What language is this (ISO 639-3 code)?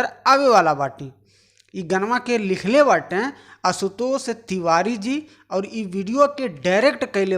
bho